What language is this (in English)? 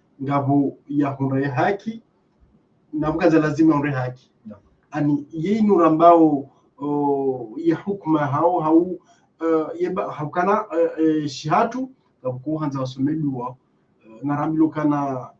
Ngazidja Comorian